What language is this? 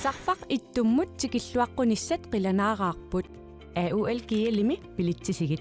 Kalaallisut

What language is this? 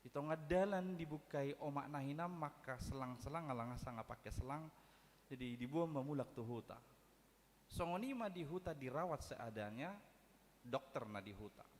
Batak Toba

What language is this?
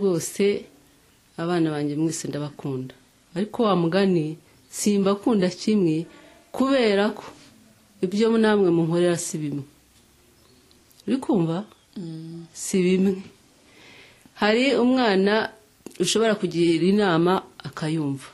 Kinyarwanda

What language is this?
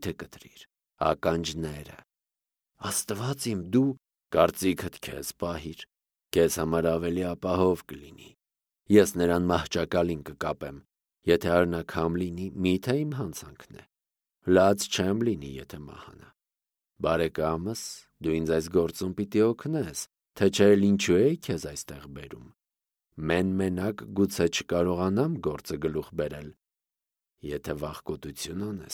Armenian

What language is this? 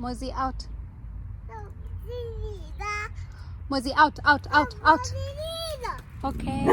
Tswana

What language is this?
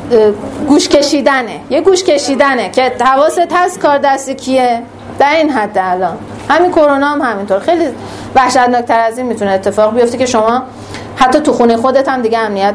Persian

